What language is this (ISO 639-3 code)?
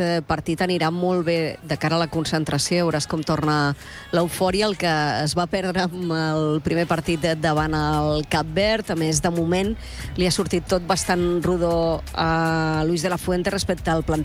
cat